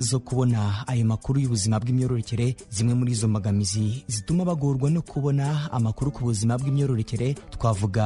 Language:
Kinyarwanda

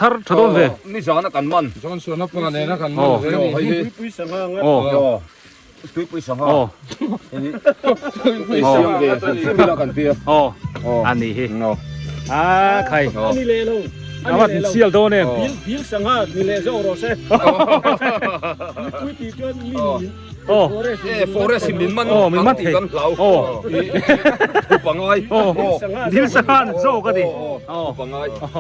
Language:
Biete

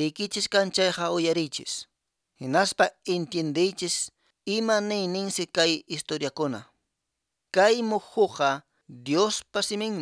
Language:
Quechua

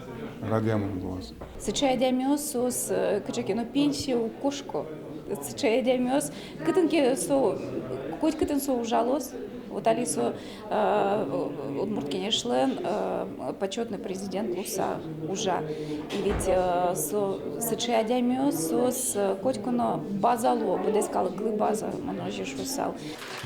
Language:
Udmurt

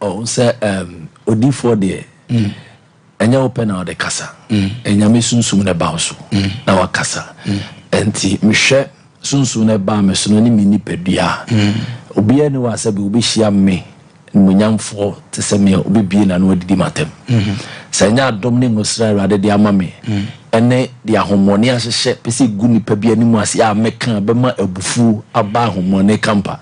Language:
Akan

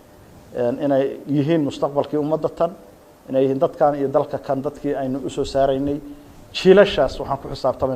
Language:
Somali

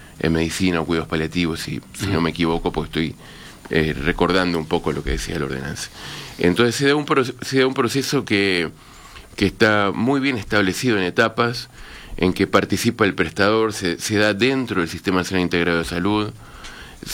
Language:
Spanish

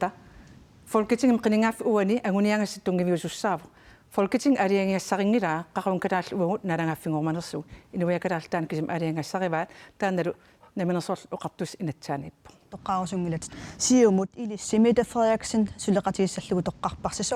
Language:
Kalaallisut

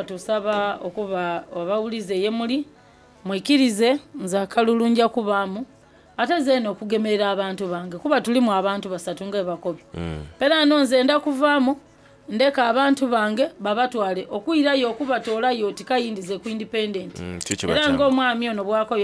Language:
Soga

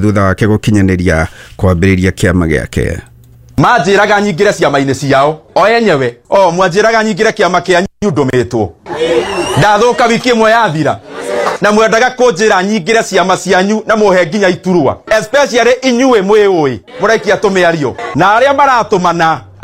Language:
Kikuyu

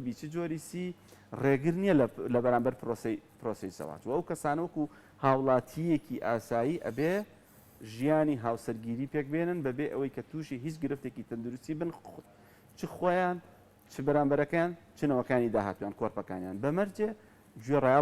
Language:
Central Kurdish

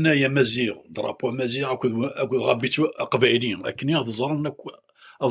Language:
Kabyle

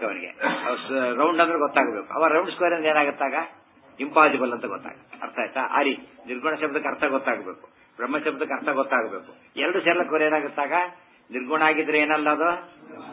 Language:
Kannada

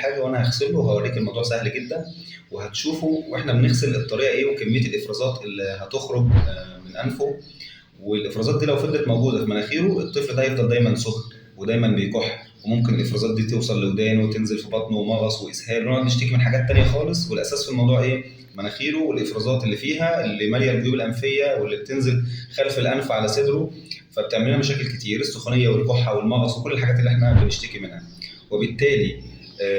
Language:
Egyptian Arabic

